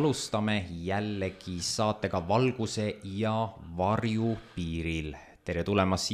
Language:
Estonian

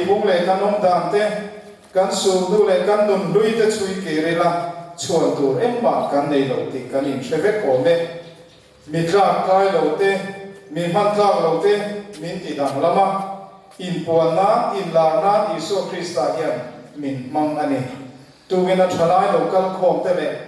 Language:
Mizo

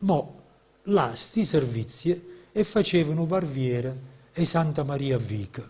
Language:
Neapolitan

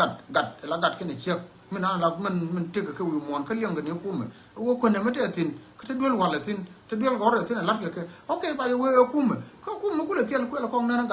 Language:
Nuer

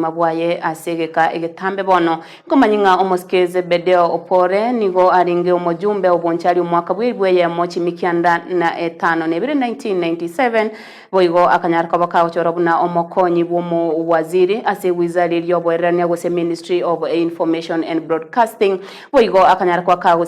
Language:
Gusii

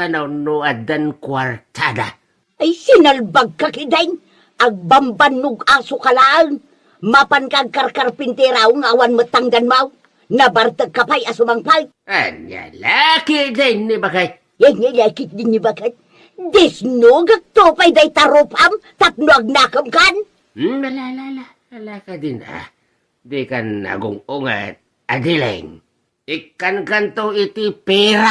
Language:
Iloko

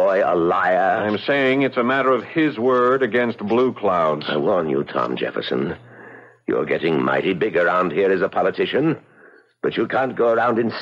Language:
English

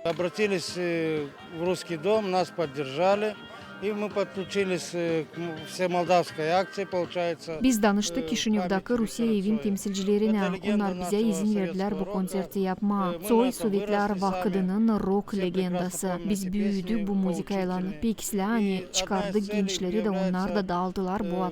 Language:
Gagauz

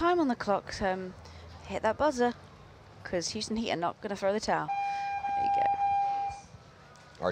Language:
English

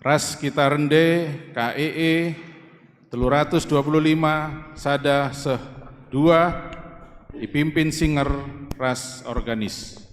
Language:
Batak Karo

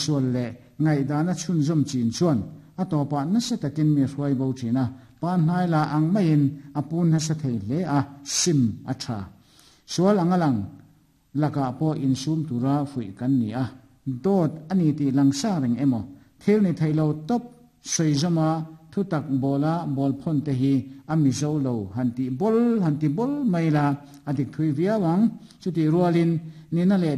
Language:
Mizo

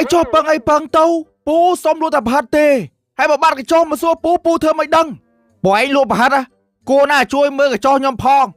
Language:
Khmer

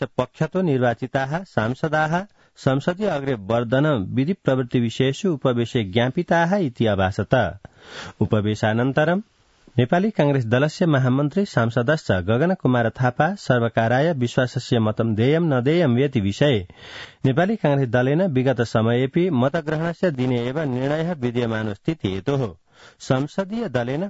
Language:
Sanskrit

